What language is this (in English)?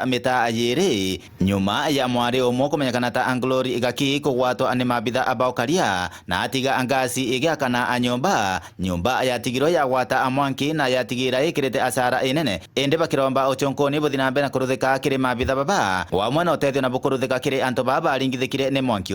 Meru